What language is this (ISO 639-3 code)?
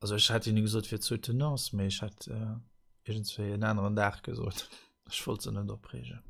ltz